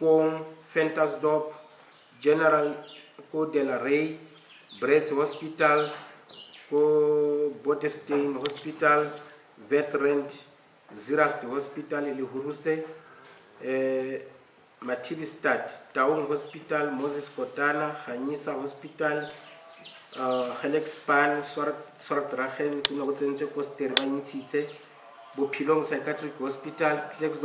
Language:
Tswana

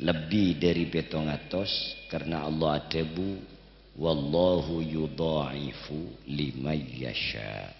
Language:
Madurese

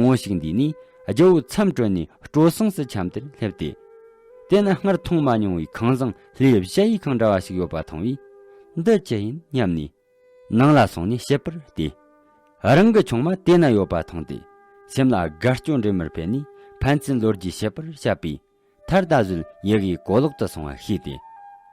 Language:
Tibetan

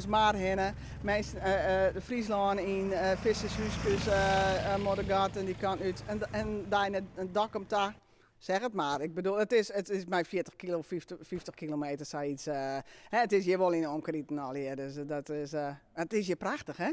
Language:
Western Frisian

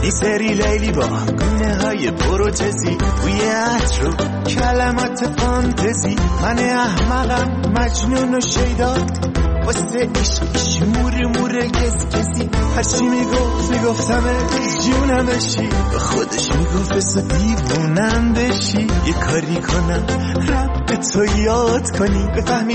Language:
Persian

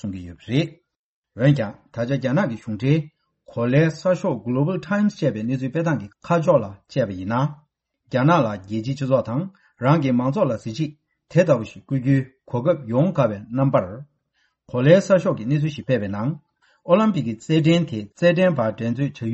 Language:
Tibetan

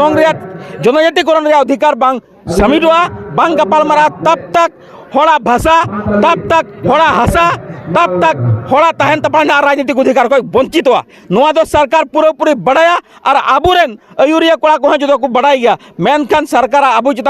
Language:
Santali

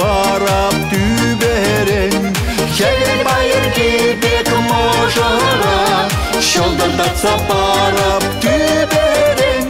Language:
Chuvash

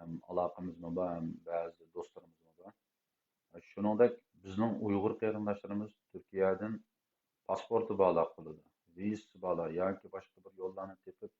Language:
Uyghur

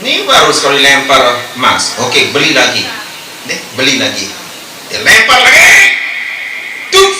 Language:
Sasak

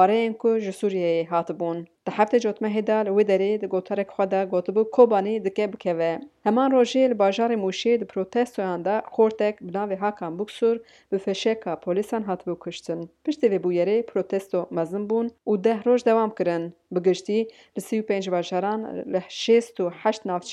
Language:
Kurdish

